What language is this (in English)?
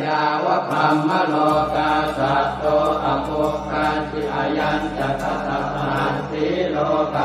Pali